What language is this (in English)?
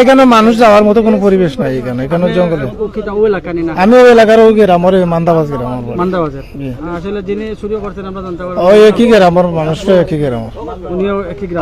Sylheti